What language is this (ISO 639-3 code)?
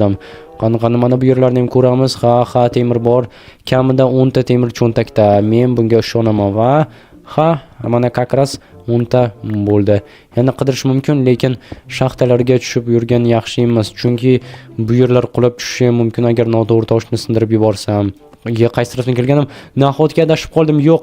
uzb